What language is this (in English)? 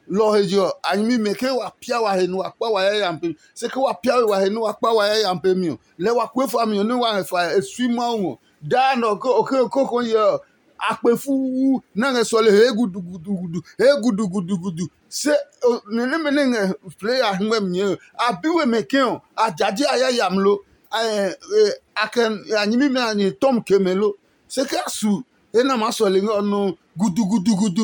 Adangme